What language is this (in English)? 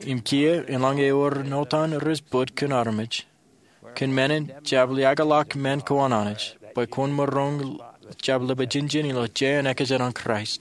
Marshallese